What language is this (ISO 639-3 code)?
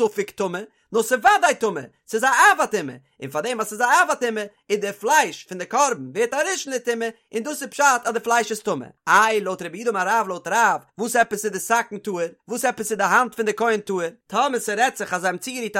yid